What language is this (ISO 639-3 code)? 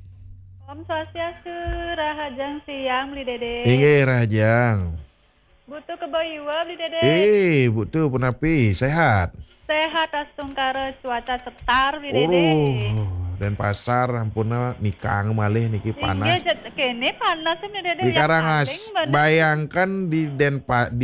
ban